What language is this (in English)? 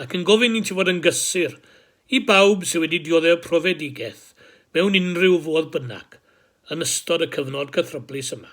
Welsh